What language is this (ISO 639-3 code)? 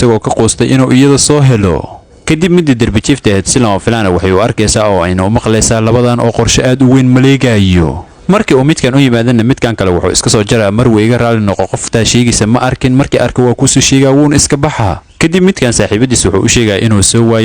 som